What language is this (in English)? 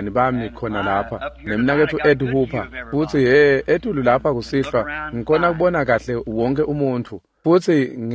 Swati